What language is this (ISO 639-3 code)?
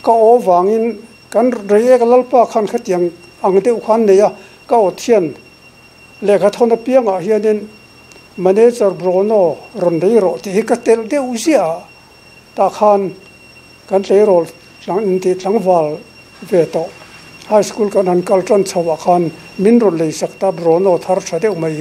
lus